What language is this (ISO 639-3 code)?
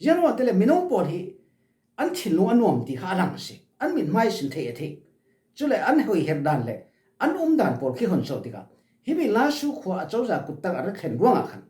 cfm